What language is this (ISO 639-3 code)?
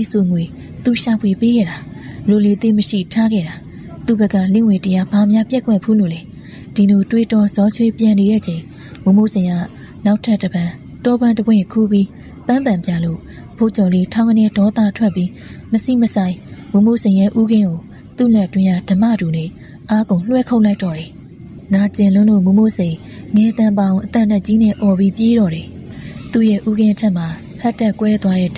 mya